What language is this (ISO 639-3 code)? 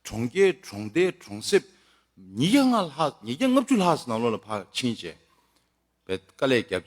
bod